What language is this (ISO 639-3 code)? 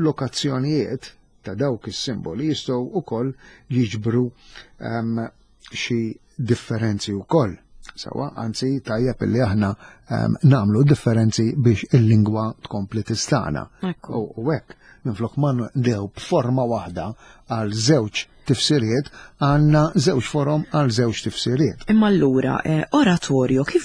mlt